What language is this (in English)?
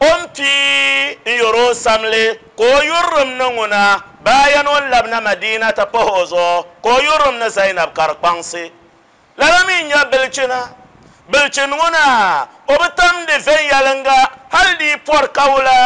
Dagbani